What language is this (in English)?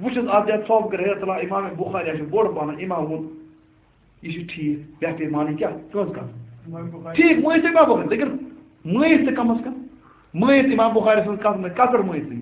Kashmiri